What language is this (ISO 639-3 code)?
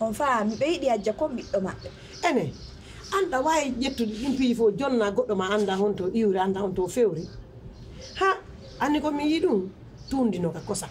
fuf